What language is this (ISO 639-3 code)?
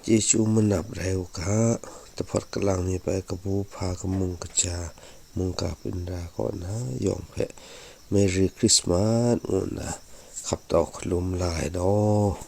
kac